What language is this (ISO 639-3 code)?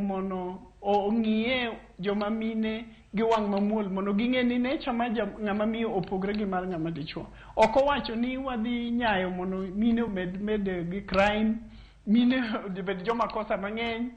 luo